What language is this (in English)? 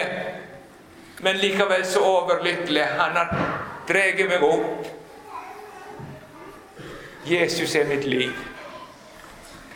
Norwegian